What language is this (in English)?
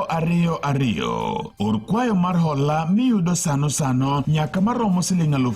Luo (Kenya and Tanzania)